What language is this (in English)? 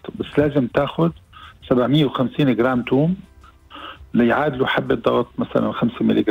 Arabic